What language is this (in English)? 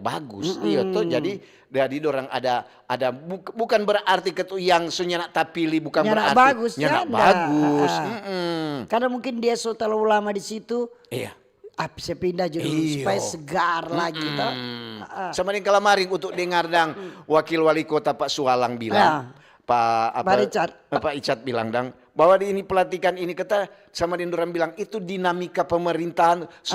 Manado Malay